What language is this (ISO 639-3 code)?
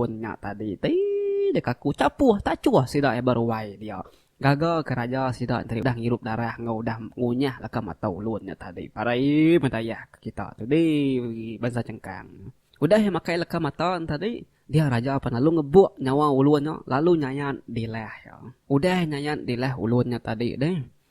iba